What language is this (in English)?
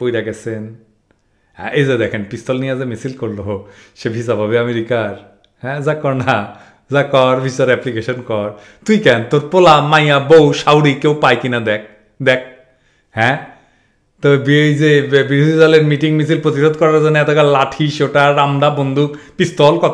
Bangla